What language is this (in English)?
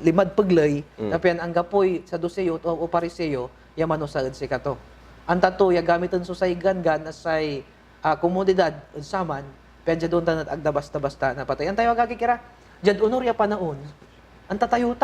Pangasinan